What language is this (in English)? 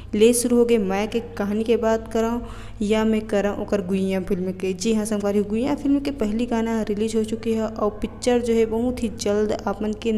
Chhattisgarhi